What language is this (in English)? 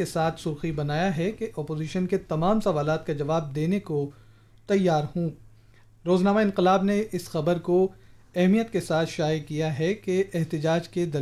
Urdu